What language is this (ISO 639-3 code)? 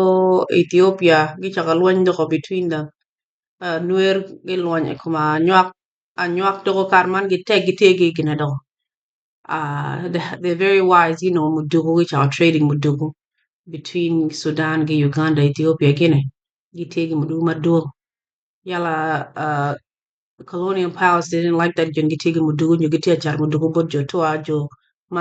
ach